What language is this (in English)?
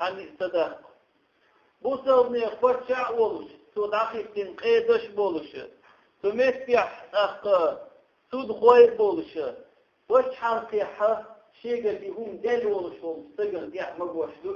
Chechen